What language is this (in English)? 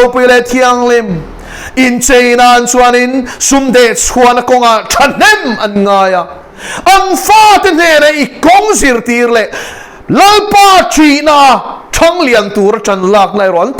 Mizo